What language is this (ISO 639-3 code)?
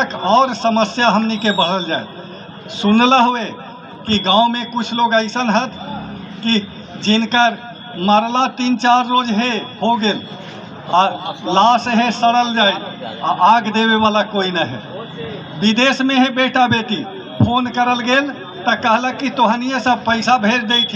mag